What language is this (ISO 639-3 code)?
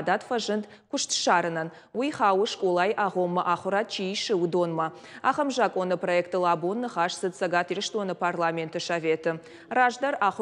oss